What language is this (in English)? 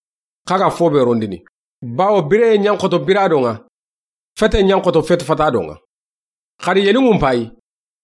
Soninke